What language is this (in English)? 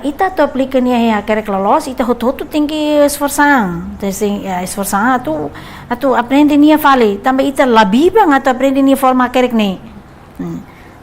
Tetum